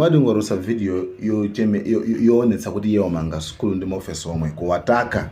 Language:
Nyanja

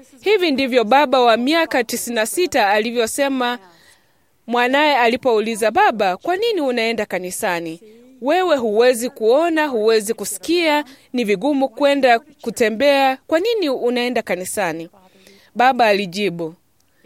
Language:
Swahili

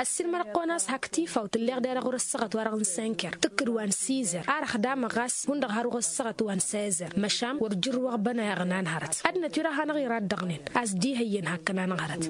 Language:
Tamasheq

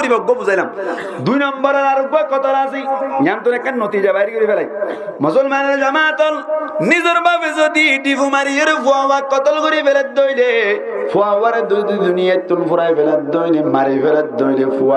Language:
Rohingya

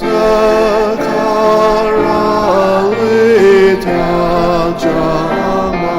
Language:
Ao Naga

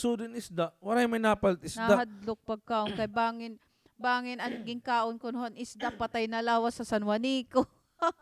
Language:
Waray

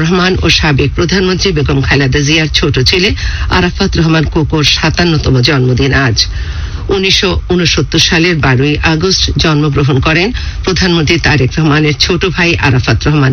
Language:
Bangla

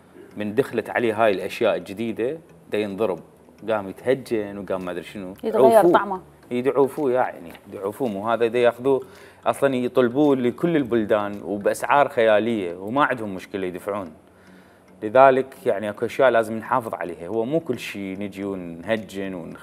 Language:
Mesopotamian Arabic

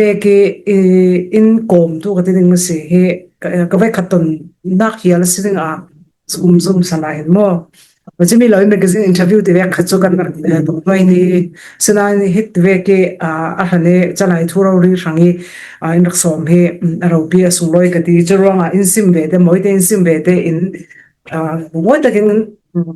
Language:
Falam Chin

